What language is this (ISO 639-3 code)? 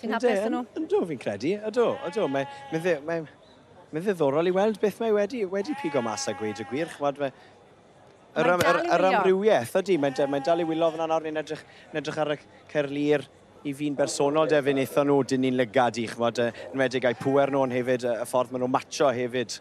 cym